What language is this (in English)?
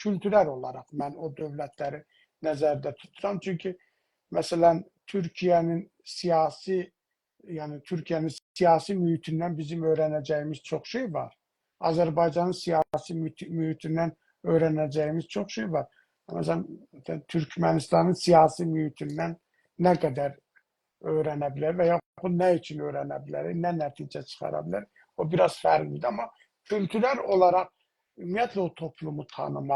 South Azerbaijani